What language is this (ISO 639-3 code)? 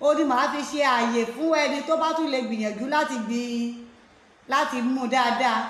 yor